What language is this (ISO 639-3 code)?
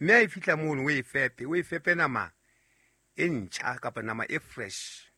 sot